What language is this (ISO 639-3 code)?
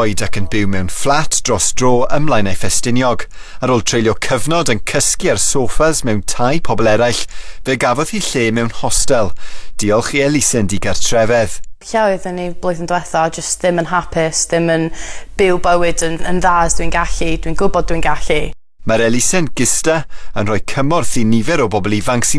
cym